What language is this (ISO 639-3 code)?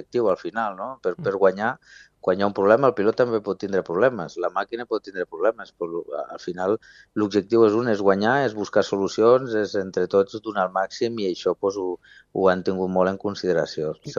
cat